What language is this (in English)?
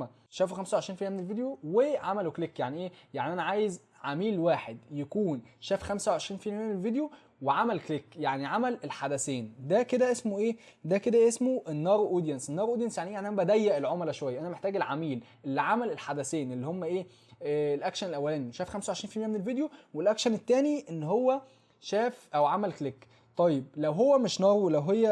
Egyptian Arabic